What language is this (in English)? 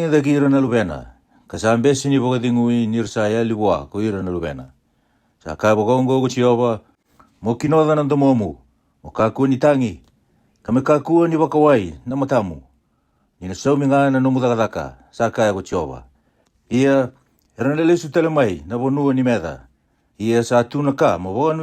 Fijian